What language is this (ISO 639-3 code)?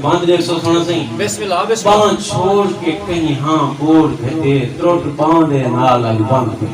skr